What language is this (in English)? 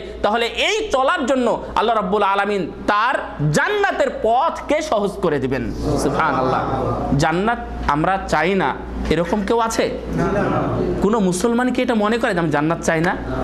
Bangla